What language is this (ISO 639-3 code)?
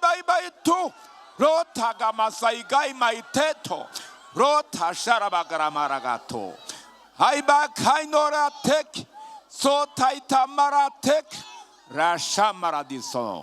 run